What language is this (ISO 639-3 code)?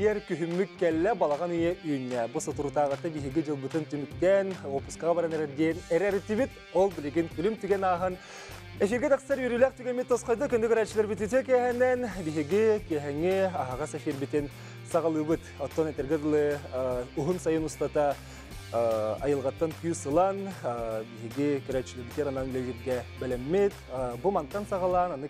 sah